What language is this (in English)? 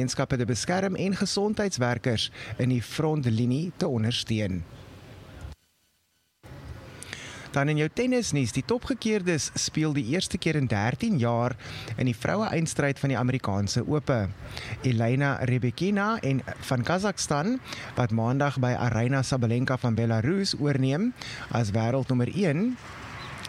Afrikaans